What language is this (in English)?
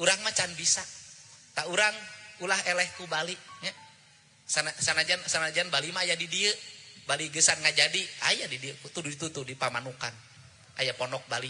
Sundanese